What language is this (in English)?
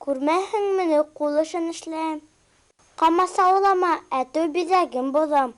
Bashkir